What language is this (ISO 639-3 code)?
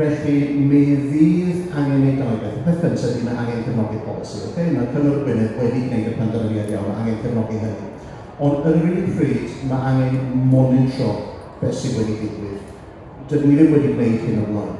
cym